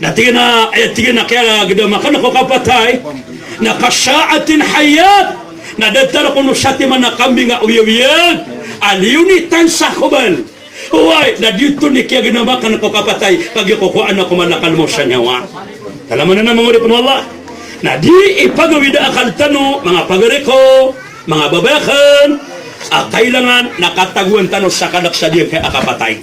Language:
Maranao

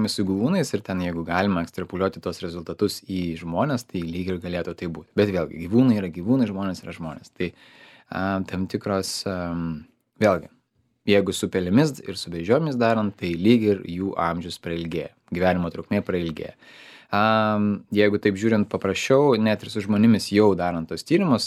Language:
Lithuanian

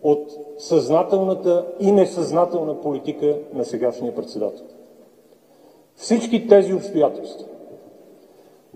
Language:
Bulgarian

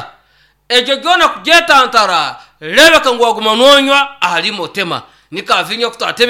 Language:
Nyankole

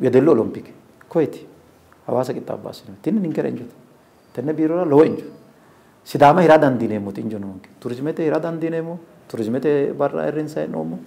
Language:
Sidamo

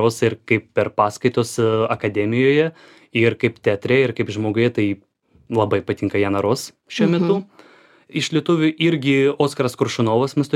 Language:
Lithuanian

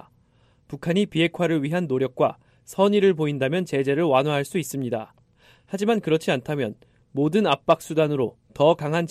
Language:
Korean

